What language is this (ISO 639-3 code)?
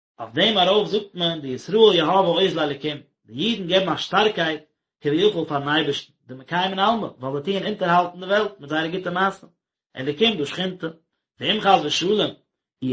yid